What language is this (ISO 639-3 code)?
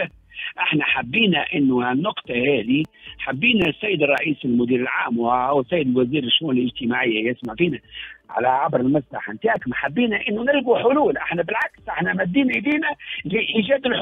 aeb